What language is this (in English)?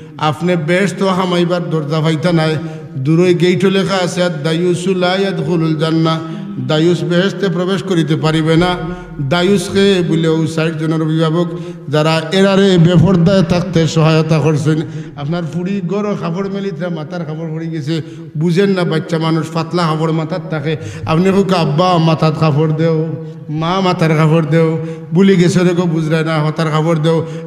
Sylheti